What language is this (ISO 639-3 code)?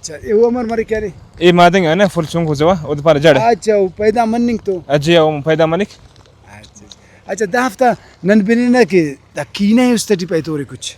brh